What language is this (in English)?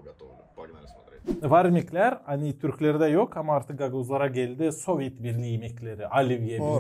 Gagauz